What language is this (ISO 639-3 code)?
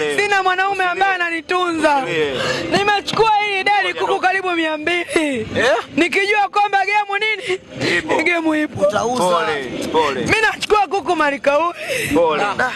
swa